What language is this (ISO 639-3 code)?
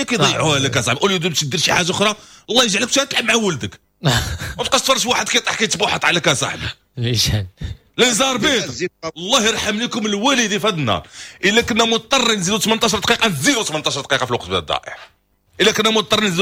ary